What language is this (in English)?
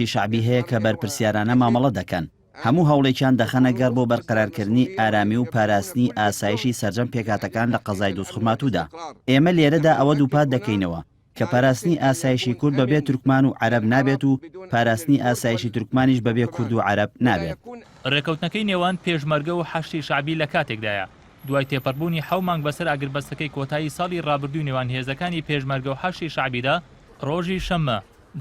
Central Kurdish